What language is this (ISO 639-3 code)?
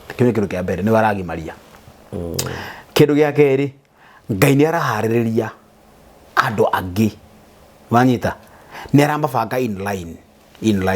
kik